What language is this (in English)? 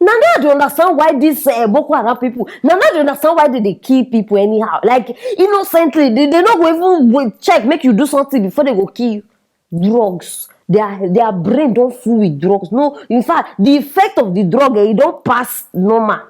Nigerian Pidgin